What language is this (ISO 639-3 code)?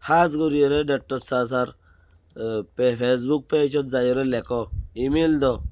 rhg